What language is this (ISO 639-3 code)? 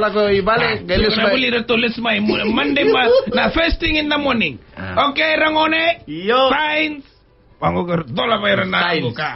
fij